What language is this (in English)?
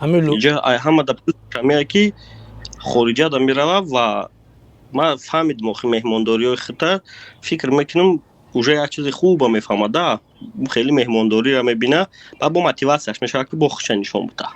Tajik